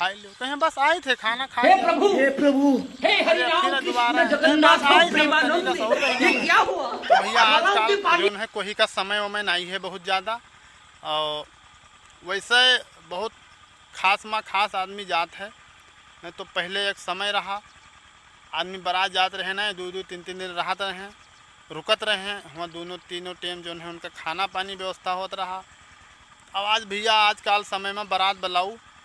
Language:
Awadhi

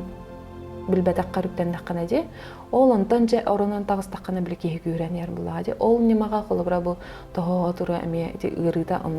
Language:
Yakut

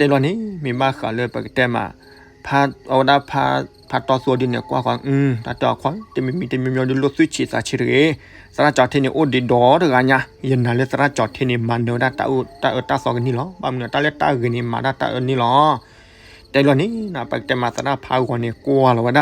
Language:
S'gaw Karen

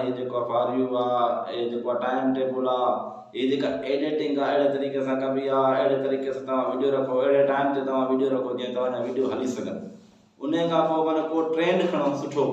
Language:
Sindhi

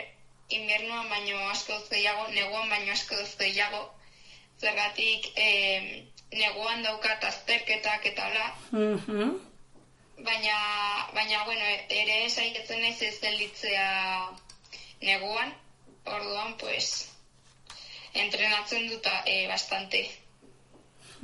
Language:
Basque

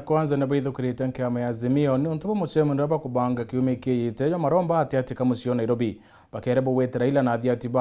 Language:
Meru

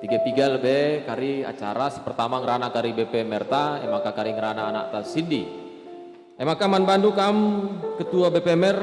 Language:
Batak Karo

